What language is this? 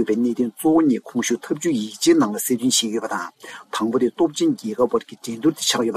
Tibetan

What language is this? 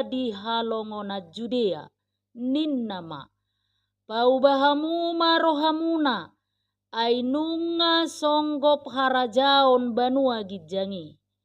Batak Toba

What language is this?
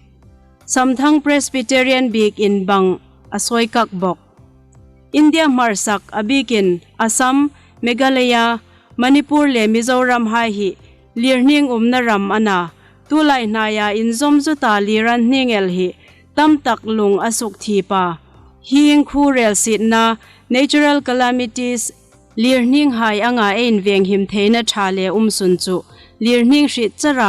Hmar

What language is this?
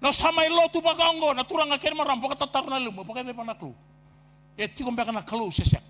Fijian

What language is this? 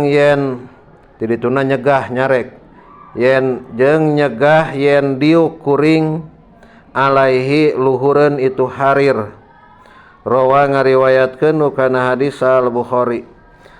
Sundanese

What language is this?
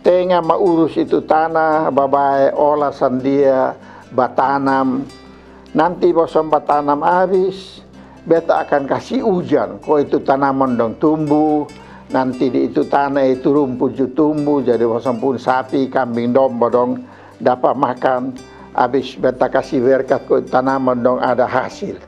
Kupang Malay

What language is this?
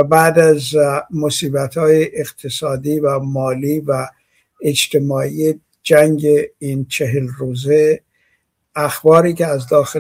Persian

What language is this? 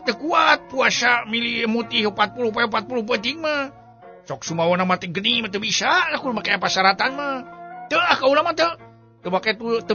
Sundanese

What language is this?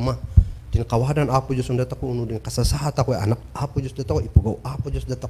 Kankanaey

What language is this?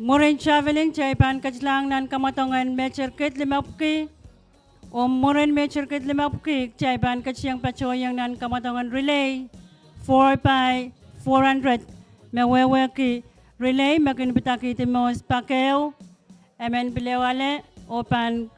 Pohnpeian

